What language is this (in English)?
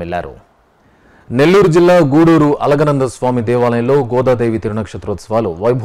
Telugu